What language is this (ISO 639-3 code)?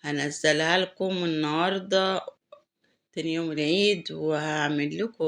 arz